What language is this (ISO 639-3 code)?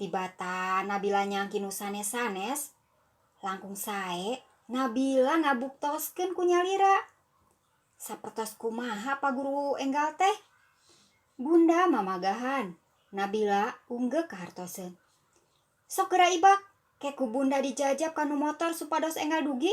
sun